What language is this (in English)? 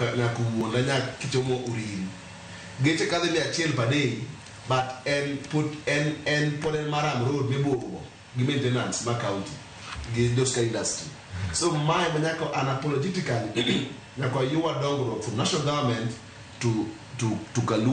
Luo (Kenya and Tanzania)